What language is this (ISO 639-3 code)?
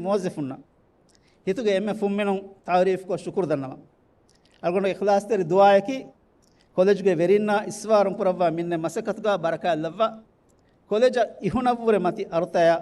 div